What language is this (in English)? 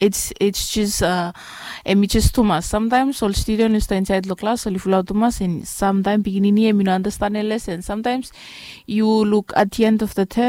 Bislama